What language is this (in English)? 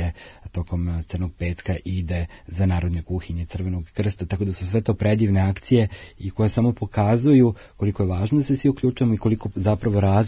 Serbian